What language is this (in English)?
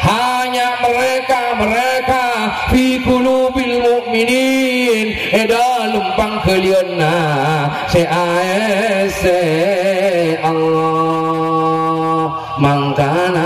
Madurese